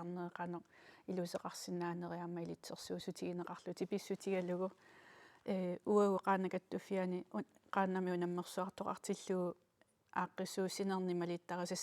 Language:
Kalaallisut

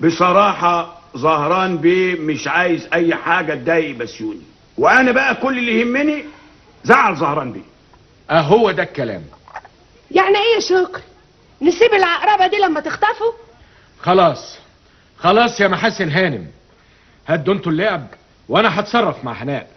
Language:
Egyptian Arabic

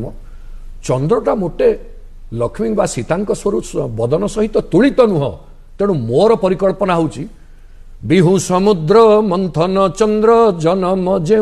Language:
Odia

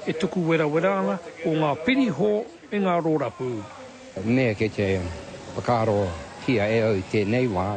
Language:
Māori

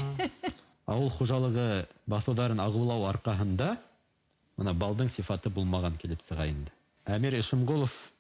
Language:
Bashkir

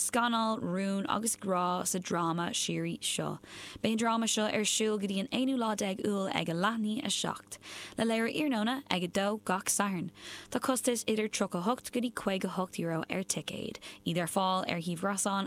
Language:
Irish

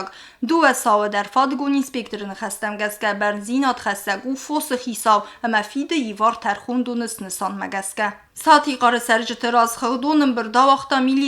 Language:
Ossetic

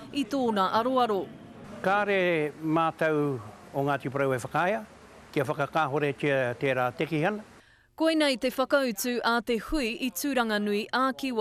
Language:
Māori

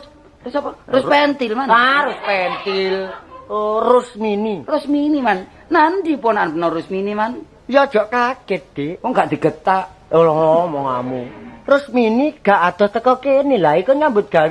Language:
Javanese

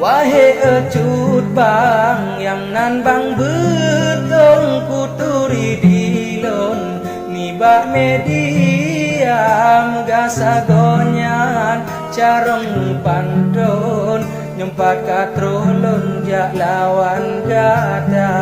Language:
Achinese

